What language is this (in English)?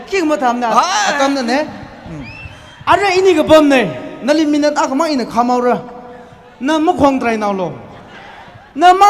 Tangkhul Naga (India)